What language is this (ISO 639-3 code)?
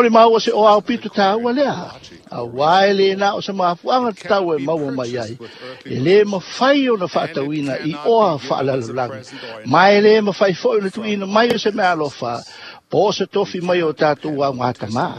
smo